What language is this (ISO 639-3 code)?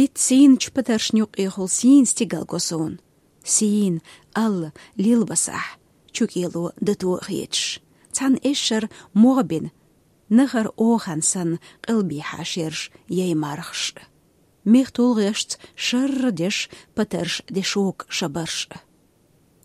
che